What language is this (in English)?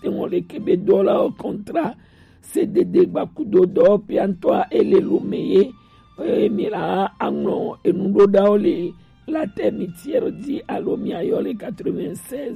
Gen